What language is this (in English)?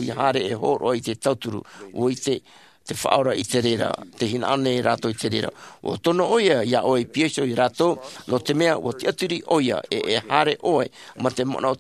Tahitian